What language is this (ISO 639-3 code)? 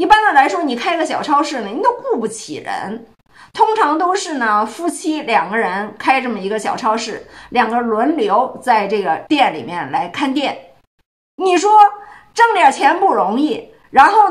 zho